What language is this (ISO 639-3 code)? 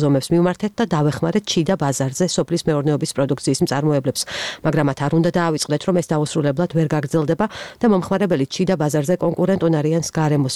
kat